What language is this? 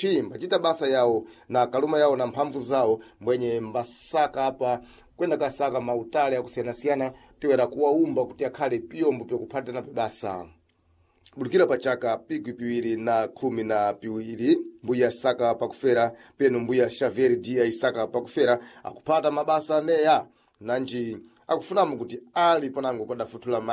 Sena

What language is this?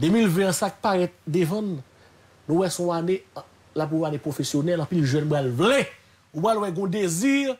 Haitian Creole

